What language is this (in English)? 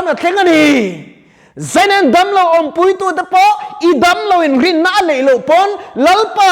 Mizo